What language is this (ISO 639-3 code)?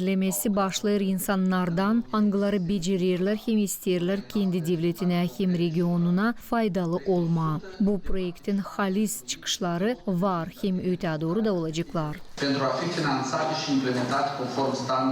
gag